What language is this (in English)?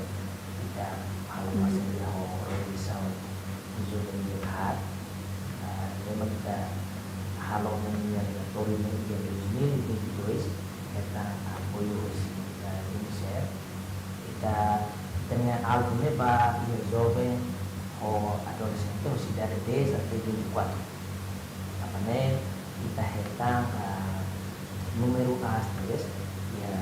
Tetum